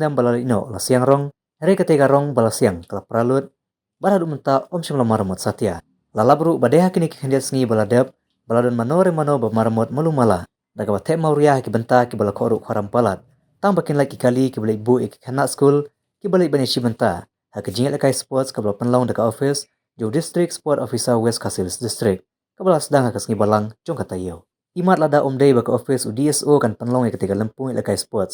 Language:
Khasi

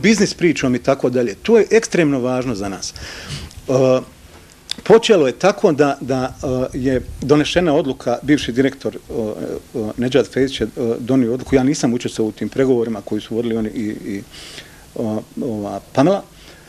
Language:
Bosnian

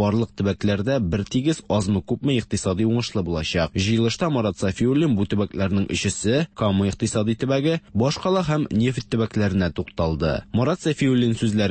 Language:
Tatar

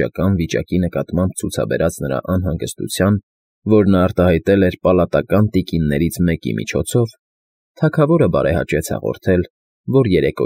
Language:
Armenian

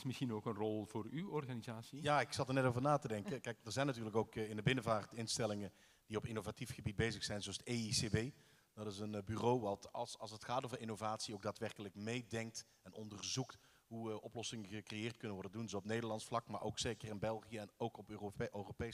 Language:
Dutch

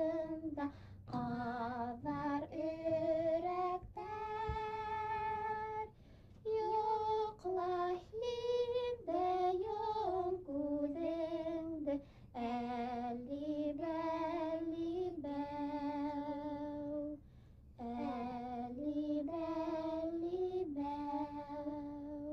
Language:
Bashkir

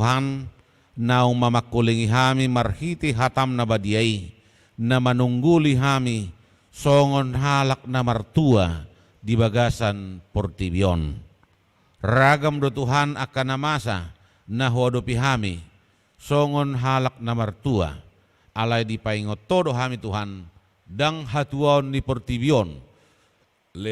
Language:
Batak Toba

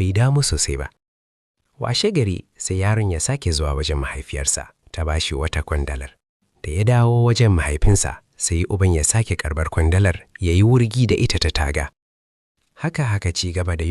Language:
Hausa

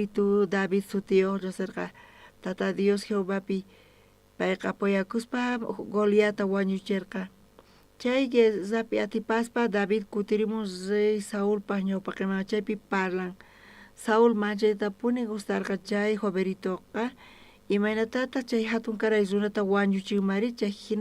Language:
South Bolivian Quechua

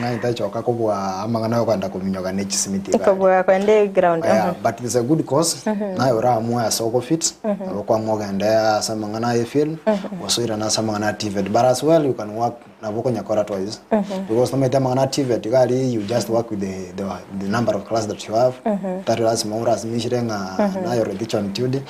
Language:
Gusii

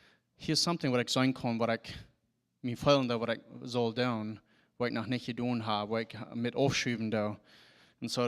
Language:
Plautdietsch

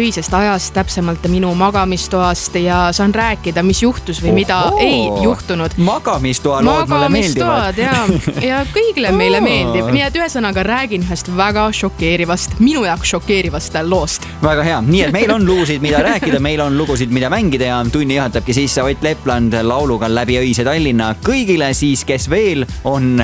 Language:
Estonian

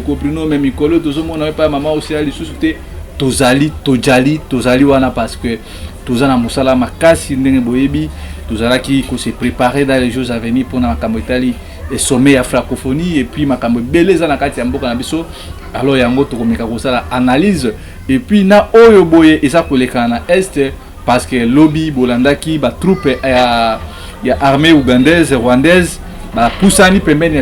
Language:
Lingala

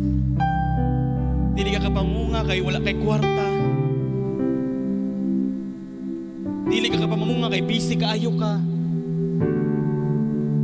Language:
Cebuano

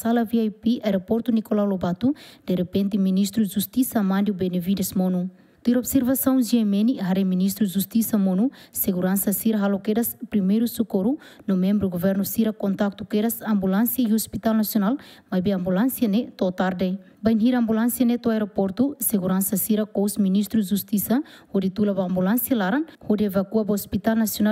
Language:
Tetum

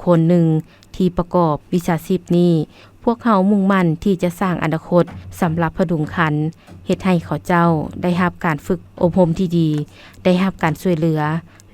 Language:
Lao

